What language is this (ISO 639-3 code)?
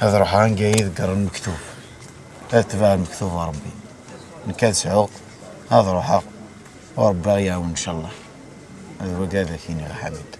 kab